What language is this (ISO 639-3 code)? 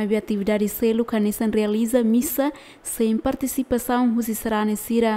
tet